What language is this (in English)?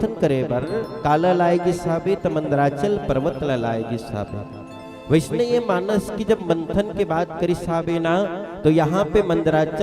Chhattisgarhi